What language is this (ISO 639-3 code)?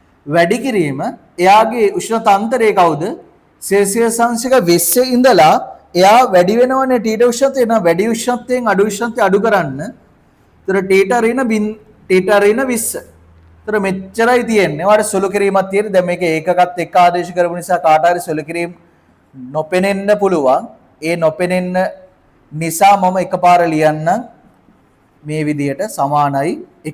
sin